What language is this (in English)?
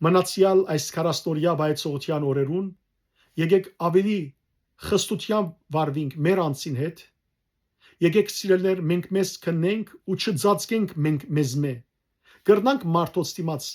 Western Armenian